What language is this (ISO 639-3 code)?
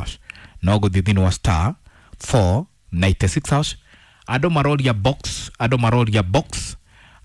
kik